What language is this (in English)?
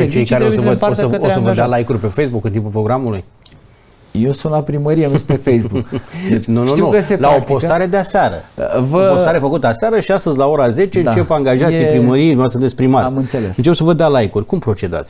Romanian